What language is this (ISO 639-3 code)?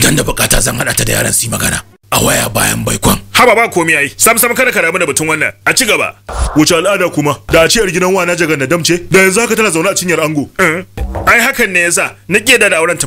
hau